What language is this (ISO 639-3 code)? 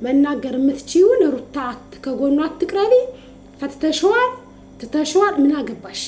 amh